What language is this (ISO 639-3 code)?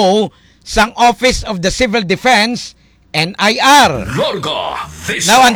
hil